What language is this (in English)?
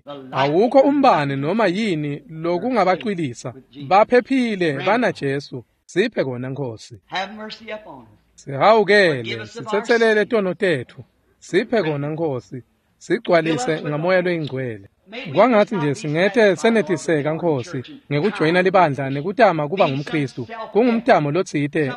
Swati